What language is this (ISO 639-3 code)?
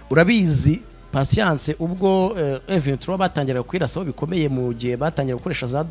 kin